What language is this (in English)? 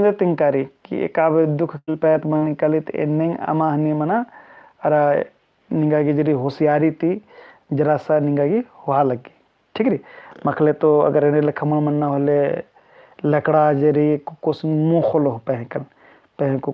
Kurukh